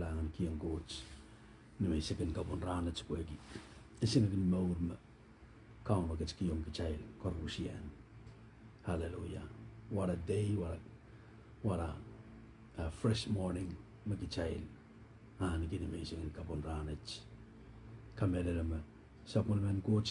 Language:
Pohnpeian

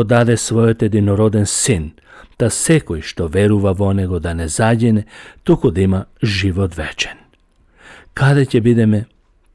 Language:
Macedonian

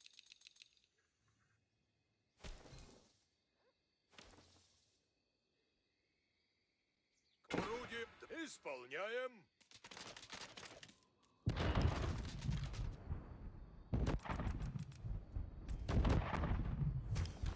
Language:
Russian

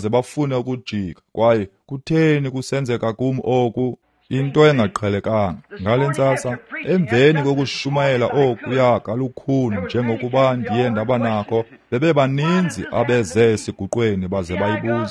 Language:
Xhosa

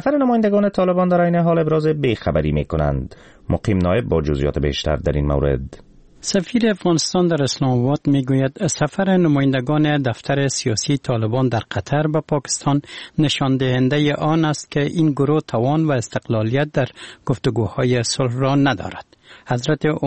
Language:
Persian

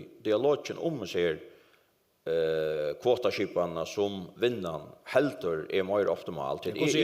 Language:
Faroese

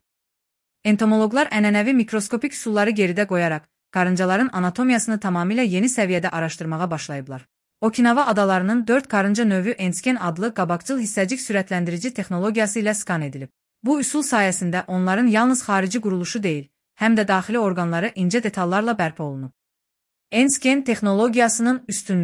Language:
Azerbaijani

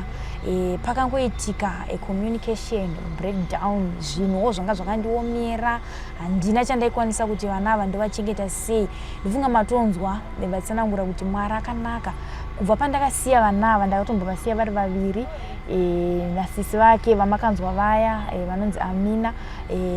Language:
Shona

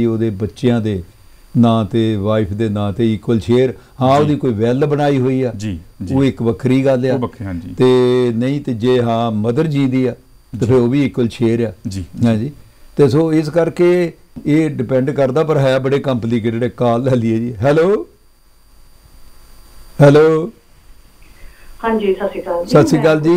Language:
Punjabi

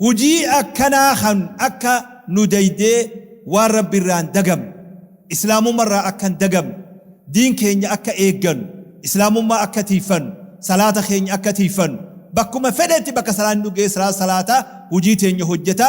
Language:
Oromo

